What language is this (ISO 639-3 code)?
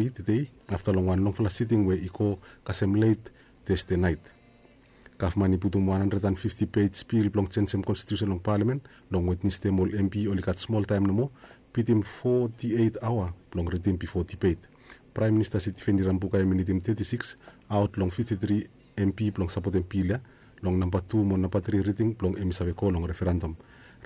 bis